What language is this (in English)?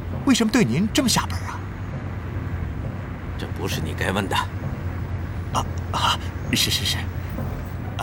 Chinese